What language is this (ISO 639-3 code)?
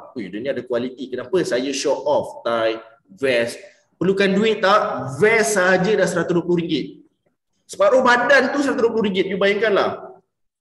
msa